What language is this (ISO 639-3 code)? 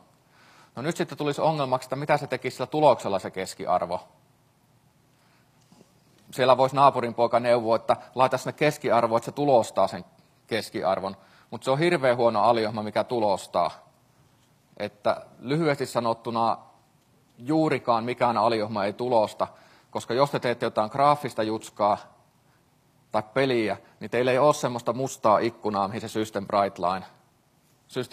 fin